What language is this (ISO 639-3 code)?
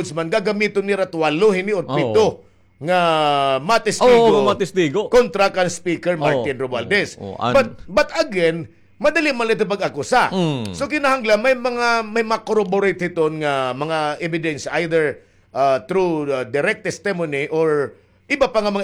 war